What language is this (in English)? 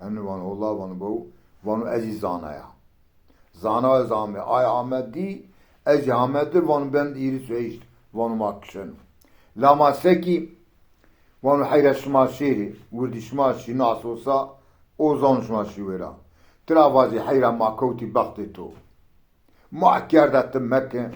Zaza